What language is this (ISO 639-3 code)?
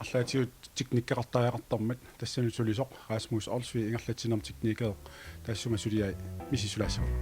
kal